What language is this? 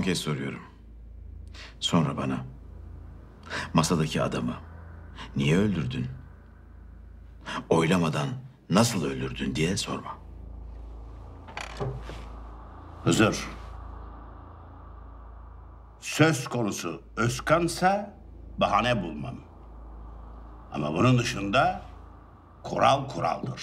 Turkish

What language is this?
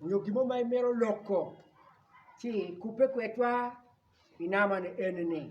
Acoli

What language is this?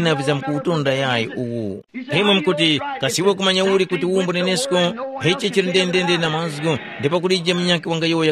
Tumbuka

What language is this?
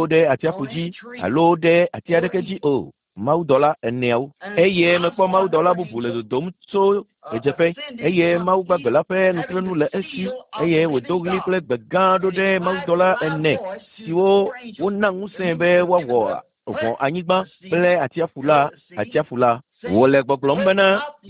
Ewe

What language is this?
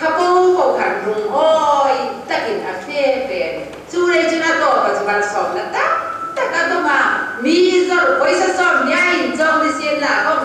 Hmar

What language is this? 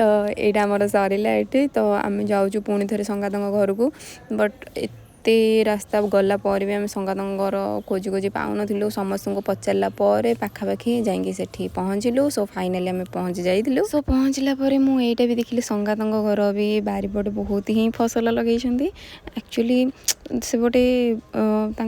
Odia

